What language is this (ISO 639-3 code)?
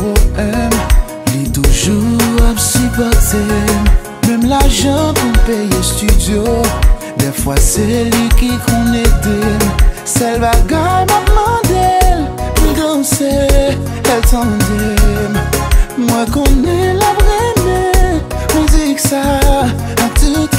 hat